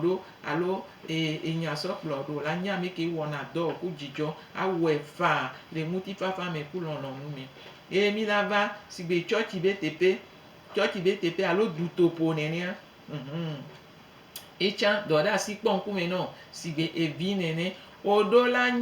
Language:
Gen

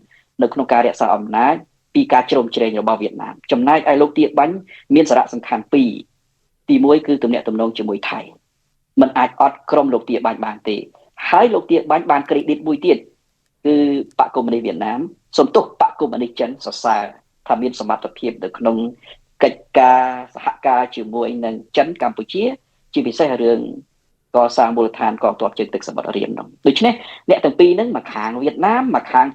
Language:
Khmer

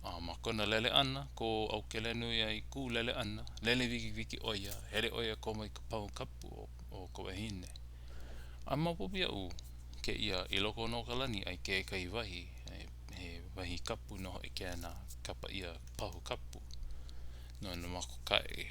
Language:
Hawaiian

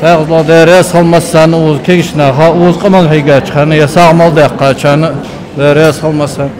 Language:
Ingush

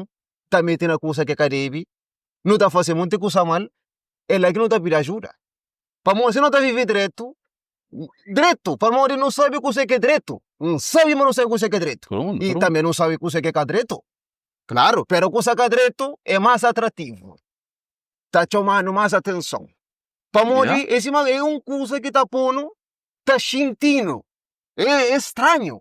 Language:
Kabuverdianu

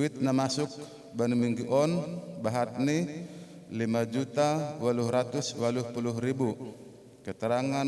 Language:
Batak Simalungun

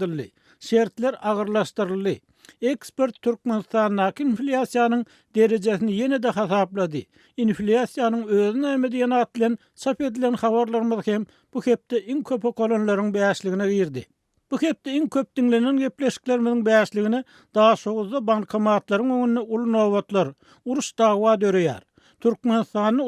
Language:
Turkmen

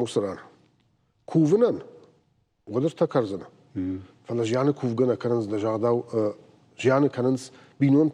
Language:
Ossetic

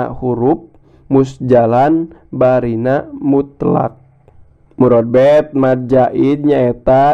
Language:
Sundanese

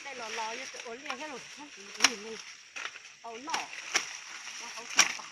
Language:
Hmong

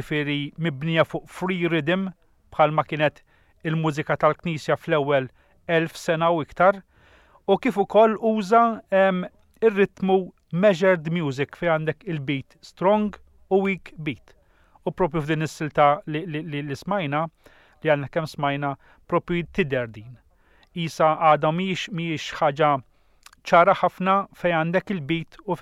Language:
Maltese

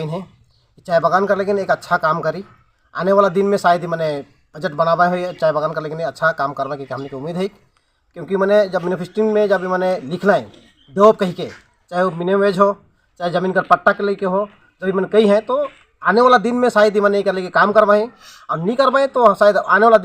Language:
Sadri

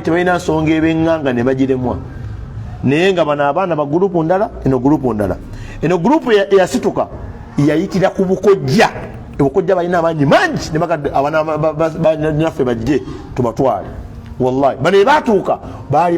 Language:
Ganda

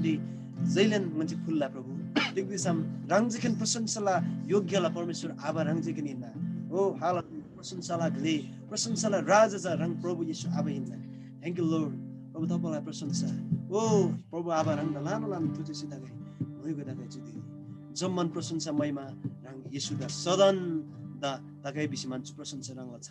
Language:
Eastern Tamang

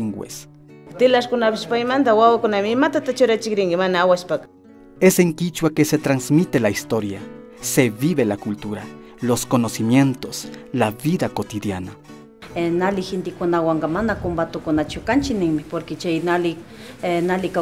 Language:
Imbabura Highland Quichua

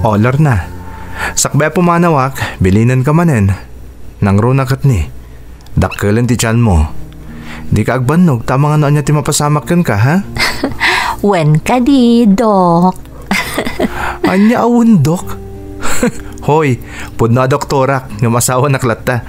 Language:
Iloko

